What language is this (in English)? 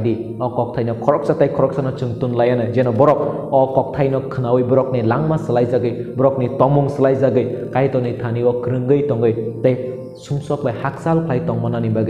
Kok Borok